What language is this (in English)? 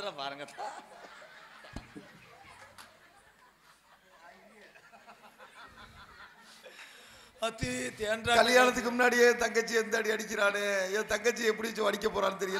Tamil